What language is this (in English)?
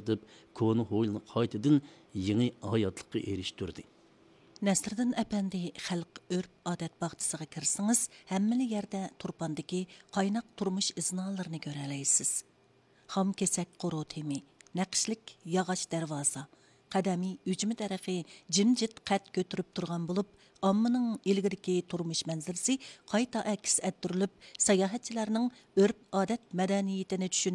Uyghur